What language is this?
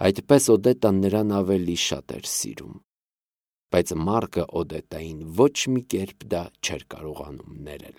Armenian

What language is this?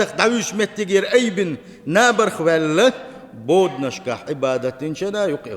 Chechen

